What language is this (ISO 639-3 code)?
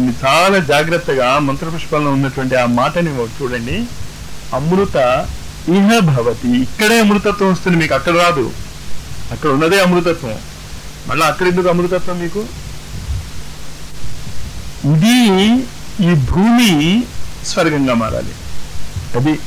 tel